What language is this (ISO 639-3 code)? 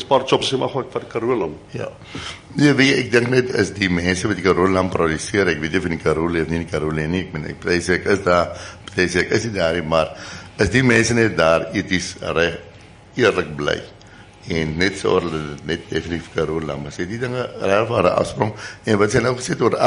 afr